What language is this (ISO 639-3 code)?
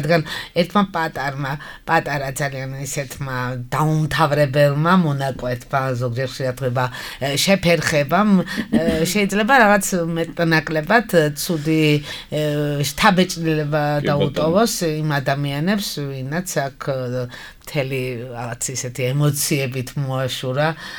kat